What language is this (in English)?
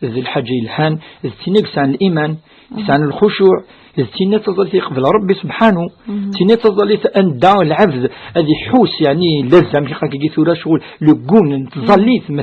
Kabyle